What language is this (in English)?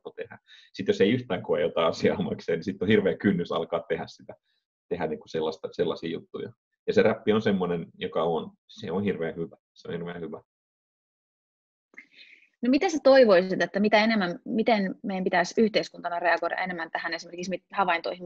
Finnish